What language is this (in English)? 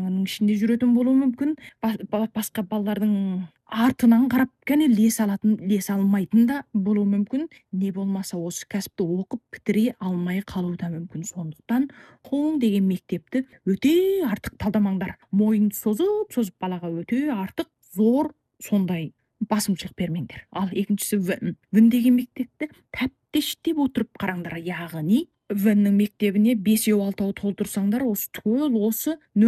Kazakh